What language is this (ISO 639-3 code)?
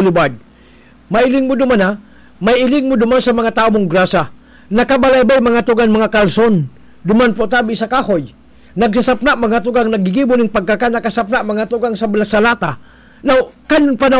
bik